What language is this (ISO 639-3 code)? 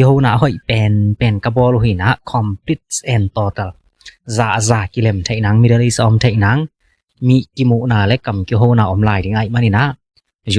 ctd